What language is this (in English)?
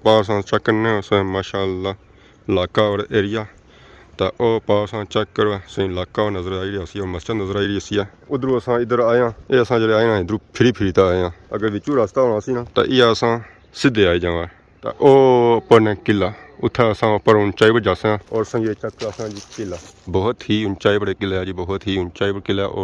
Pahari-Potwari